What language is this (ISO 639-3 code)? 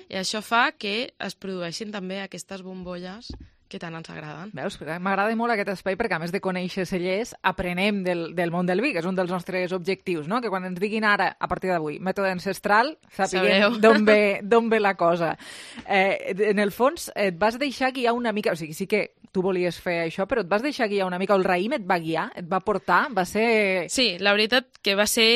cat